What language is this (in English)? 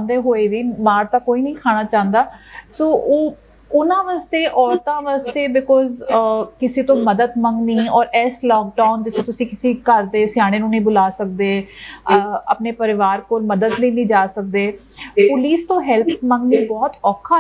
Punjabi